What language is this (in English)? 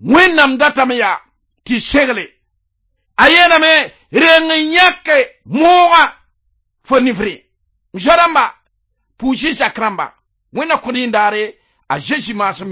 Mossi